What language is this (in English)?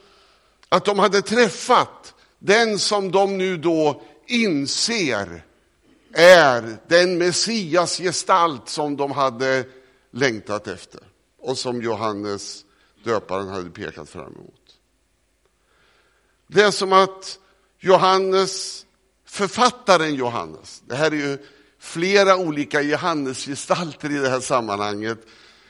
Swedish